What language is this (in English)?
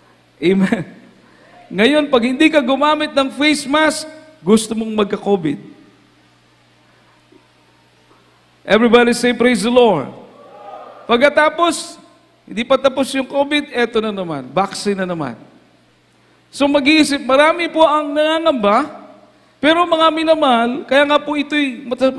Filipino